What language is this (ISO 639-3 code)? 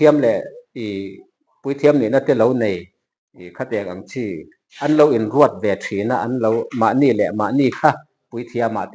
lus